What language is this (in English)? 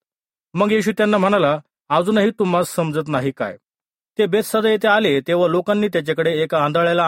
Marathi